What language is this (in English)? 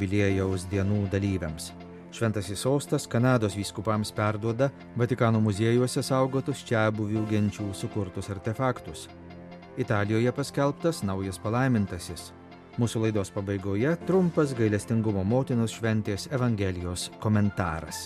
Lithuanian